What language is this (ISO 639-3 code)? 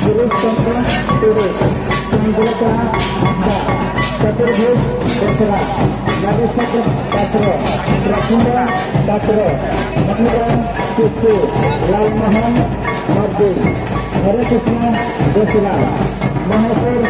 sat